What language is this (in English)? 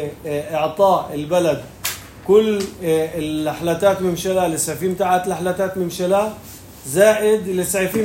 North Levantine Arabic